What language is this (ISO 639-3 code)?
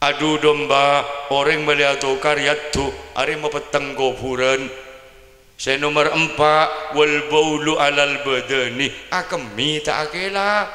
mad